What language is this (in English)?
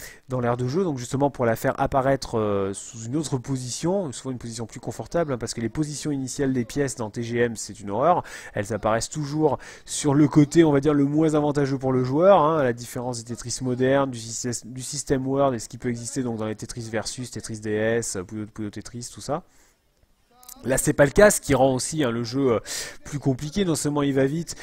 French